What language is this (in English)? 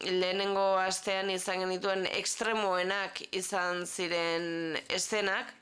Basque